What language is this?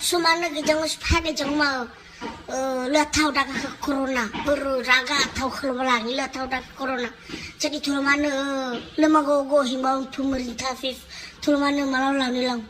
Nias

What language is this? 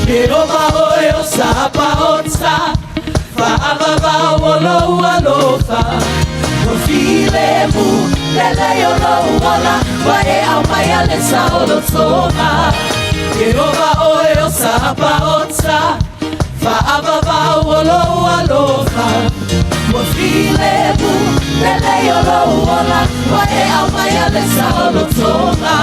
Samoan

